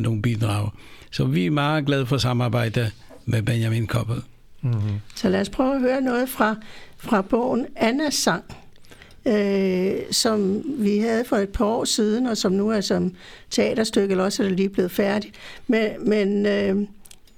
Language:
Danish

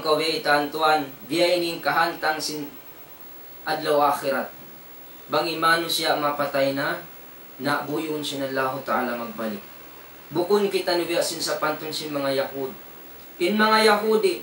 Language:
Tausug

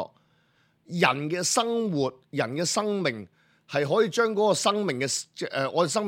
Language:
Cantonese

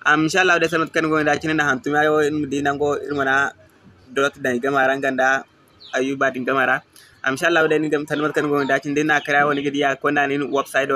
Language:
Zarma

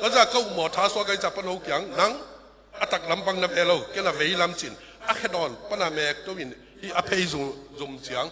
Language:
Tedim Chin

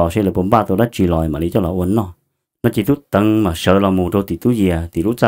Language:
Hmong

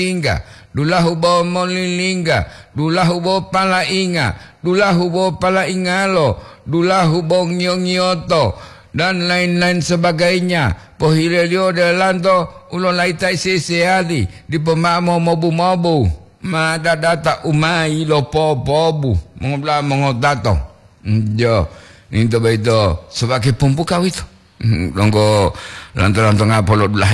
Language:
Gorontalo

